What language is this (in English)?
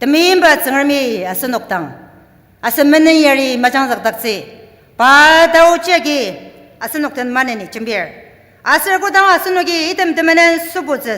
Ao Naga